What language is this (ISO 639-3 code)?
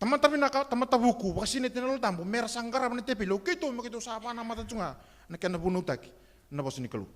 fij